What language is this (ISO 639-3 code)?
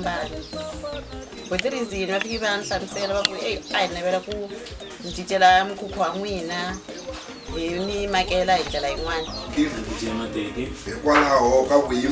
tso